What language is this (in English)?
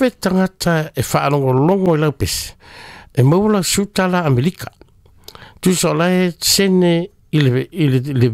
Samoan